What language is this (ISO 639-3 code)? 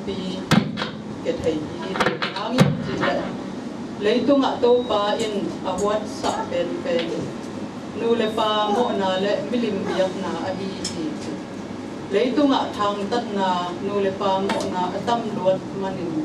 ctd